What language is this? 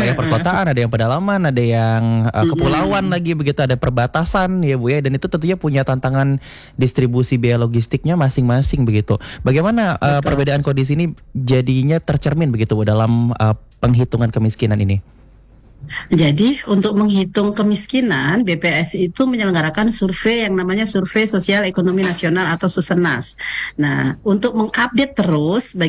Indonesian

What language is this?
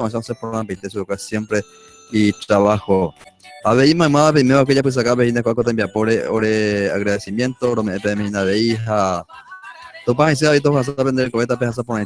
Guarani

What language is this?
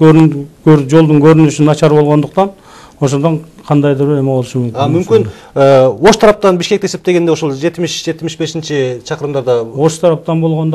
Kyrgyz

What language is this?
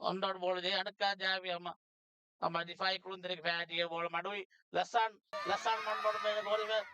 Divehi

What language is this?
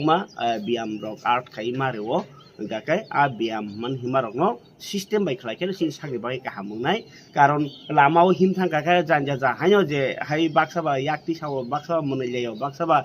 Kok Borok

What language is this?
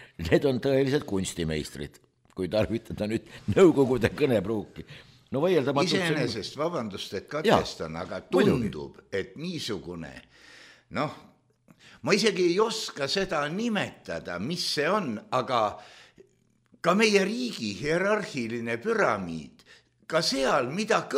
Estonian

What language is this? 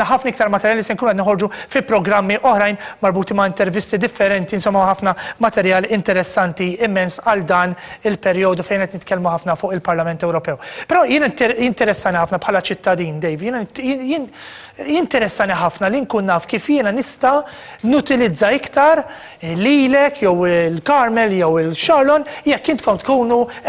Maltese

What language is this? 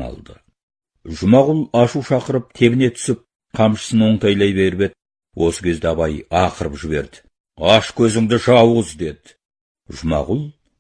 Kazakh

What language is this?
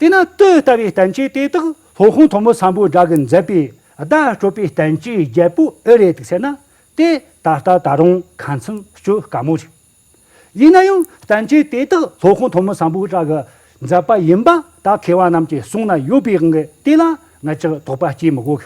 Tibetan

